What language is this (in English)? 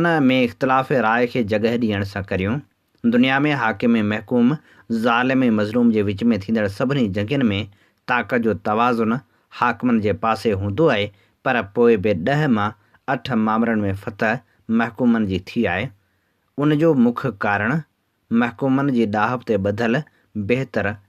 Sindhi